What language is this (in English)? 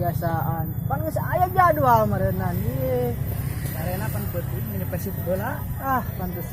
Sundanese